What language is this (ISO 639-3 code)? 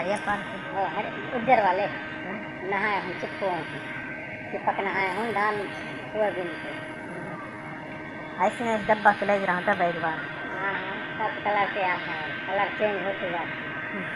hne